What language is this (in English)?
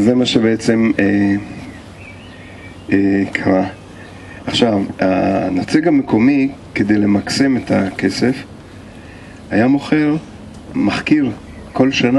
Hebrew